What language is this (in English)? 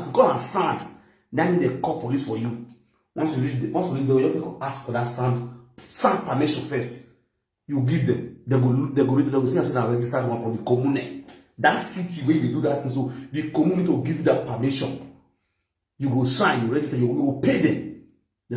Nigerian Pidgin